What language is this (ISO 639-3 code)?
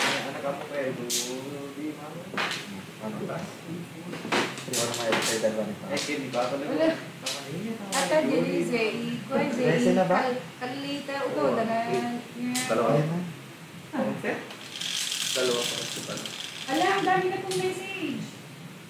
fil